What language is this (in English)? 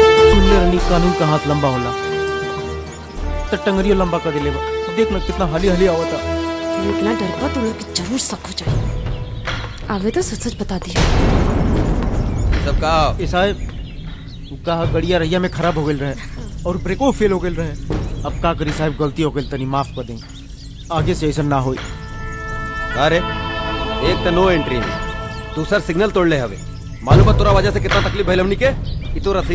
Bhojpuri